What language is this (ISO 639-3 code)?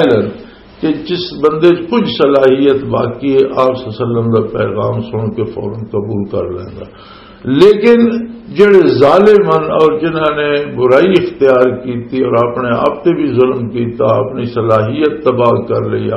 lah